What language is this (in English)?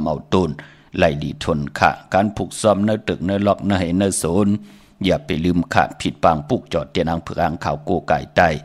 Shan